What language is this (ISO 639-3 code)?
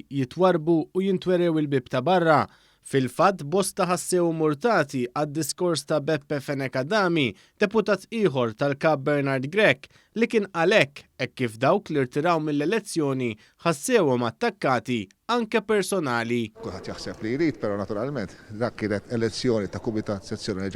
mlt